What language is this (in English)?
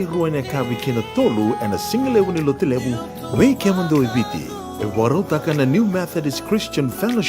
Fijian